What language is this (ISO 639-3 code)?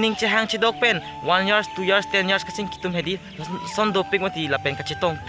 mjw